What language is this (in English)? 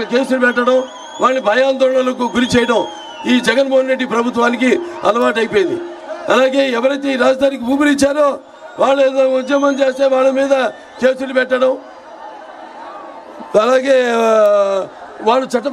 Telugu